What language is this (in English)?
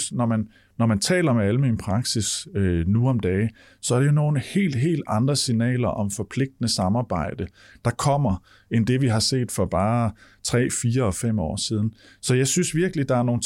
Danish